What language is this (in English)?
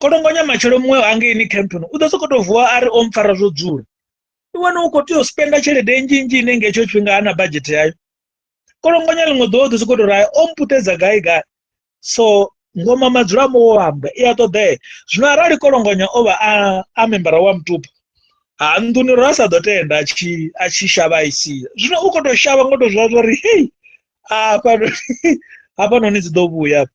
Venda